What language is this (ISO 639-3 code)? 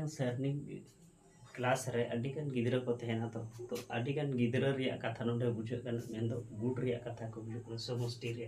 sat